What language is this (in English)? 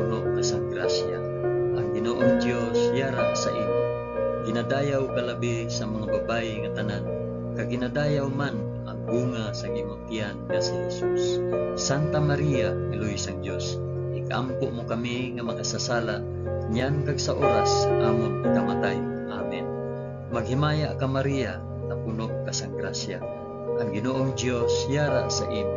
Hiligaynon